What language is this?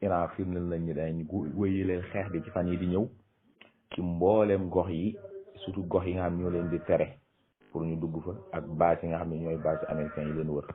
Wolof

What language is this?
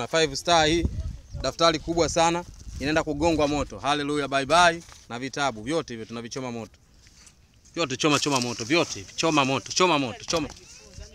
Swahili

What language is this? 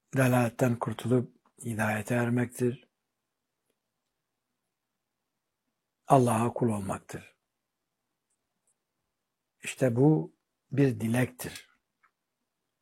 Turkish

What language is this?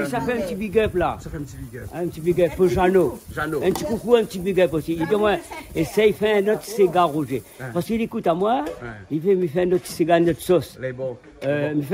Réunion Creole French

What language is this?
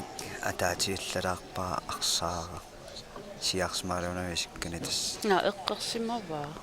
Kalaallisut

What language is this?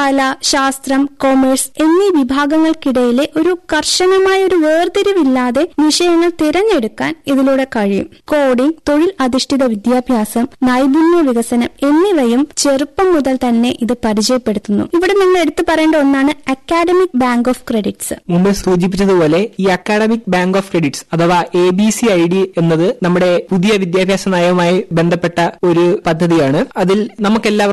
Malayalam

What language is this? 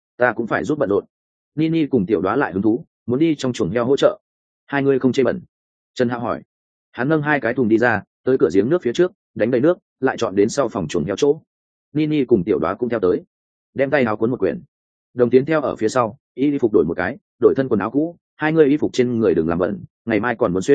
Vietnamese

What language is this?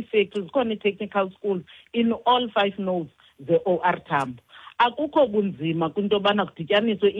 Xhosa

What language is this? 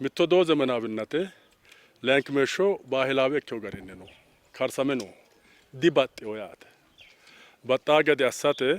Sidamo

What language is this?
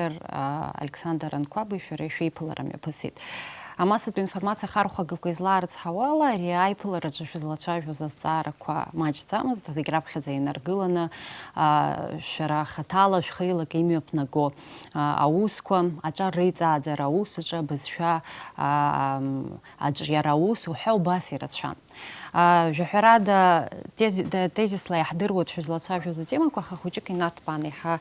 Abkhazian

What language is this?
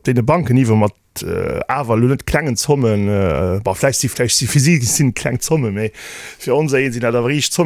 Luxembourgish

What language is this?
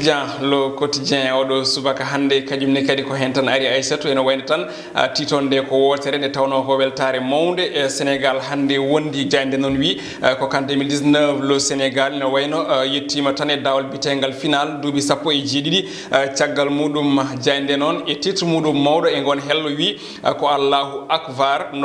Fula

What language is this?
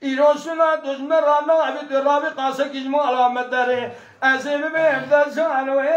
Kurdish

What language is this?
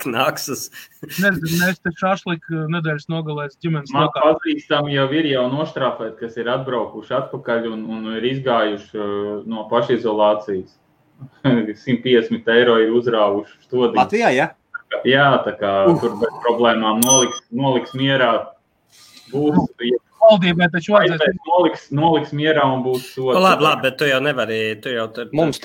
Latvian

